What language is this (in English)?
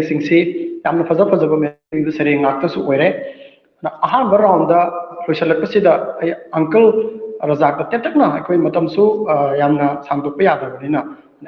Manipuri